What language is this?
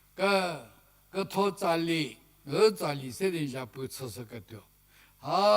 Angami Naga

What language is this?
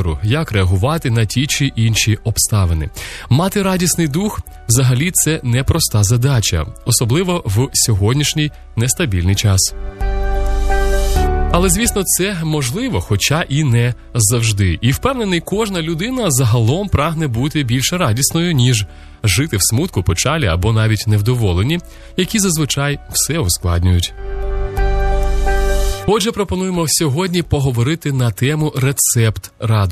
Ukrainian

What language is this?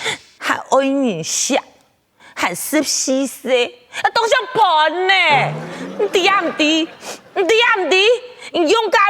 Hakka Chinese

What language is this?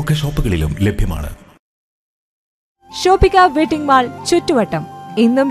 Malayalam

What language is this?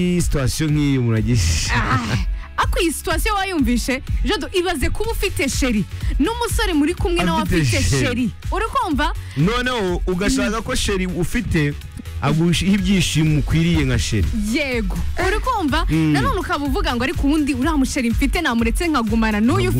Kinyarwanda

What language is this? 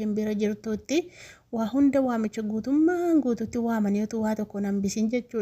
Oromo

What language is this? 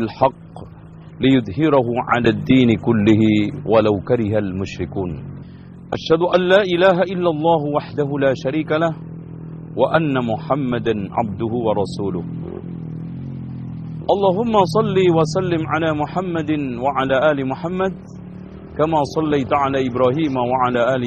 Indonesian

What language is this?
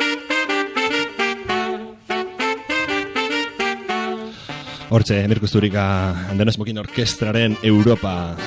Basque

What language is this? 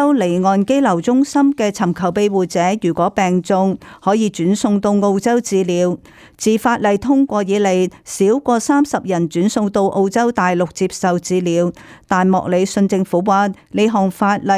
Cantonese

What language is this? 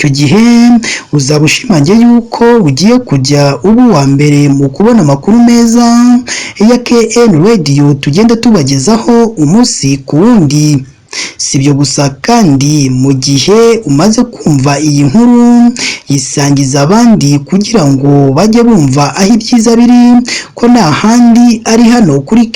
Kinyarwanda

